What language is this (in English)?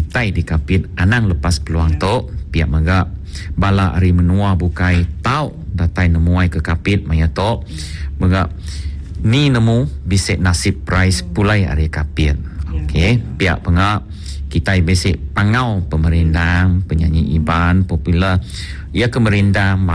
Iban